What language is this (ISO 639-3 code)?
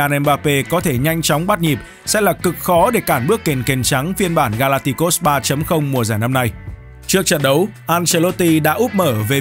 vie